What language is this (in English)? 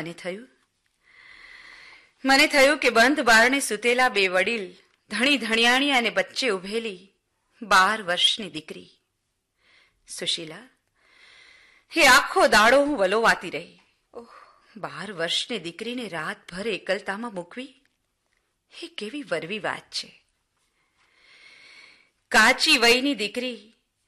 Gujarati